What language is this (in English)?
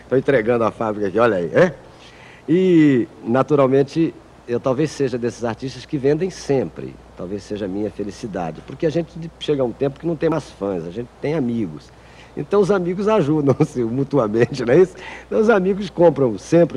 Portuguese